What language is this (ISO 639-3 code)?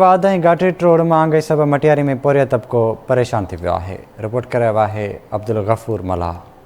snd